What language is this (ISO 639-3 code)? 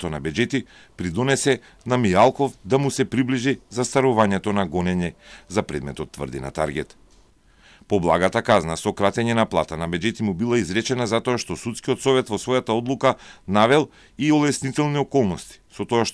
mkd